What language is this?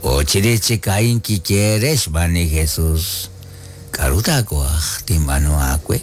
Kekchí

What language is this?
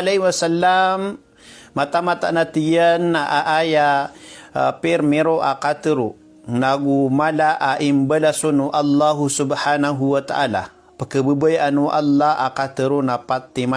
Maranao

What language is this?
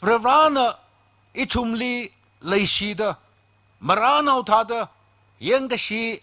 Tangkhul Naga (India)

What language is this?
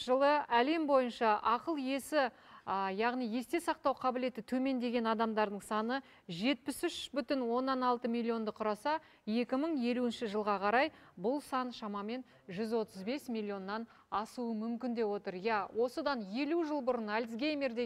Kazakh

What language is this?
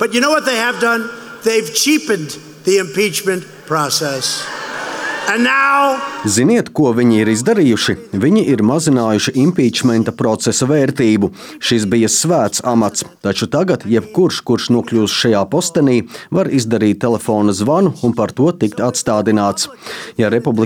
Latvian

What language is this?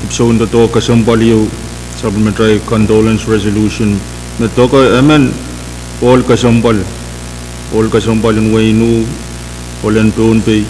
Pohnpeian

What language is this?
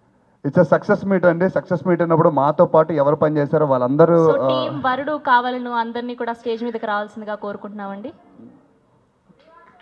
Telugu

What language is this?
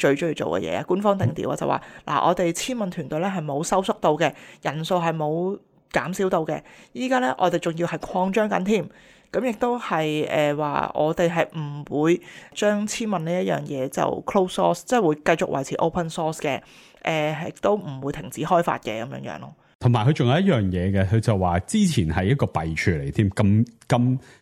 Cantonese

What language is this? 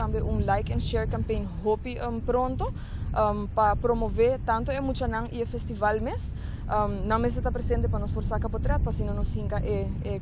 Papiamento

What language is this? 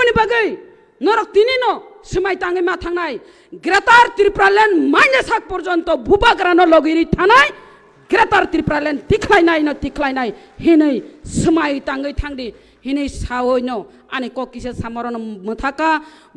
Kok Borok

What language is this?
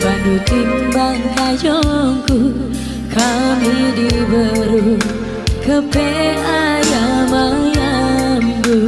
Batak Karo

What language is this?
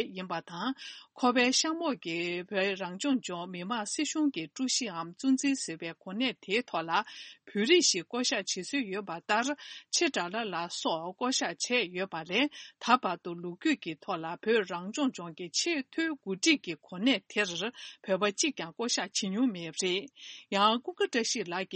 Tibetan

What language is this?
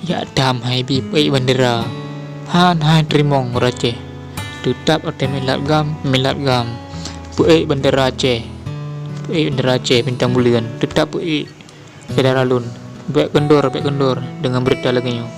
Achinese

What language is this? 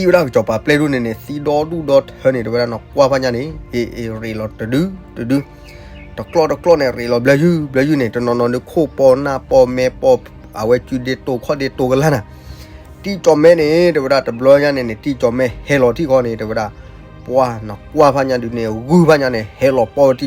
S'gaw Karen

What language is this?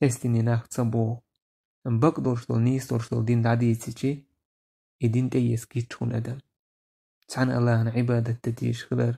Chechen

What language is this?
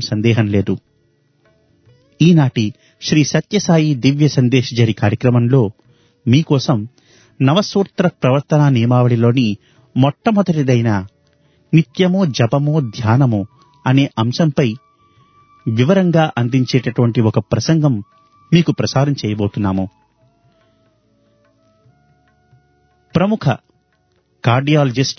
Telugu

